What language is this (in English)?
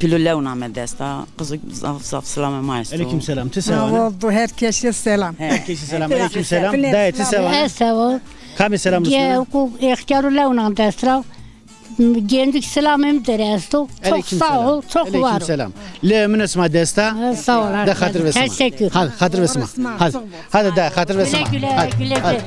Zaza